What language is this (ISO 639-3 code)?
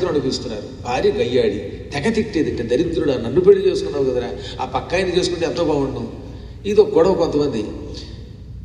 tel